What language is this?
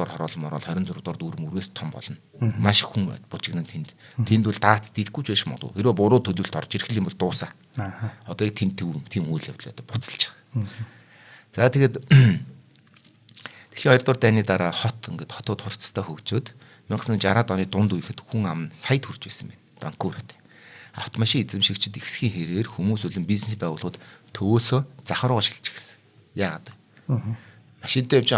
Mongolian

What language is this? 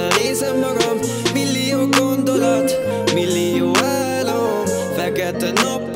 Hungarian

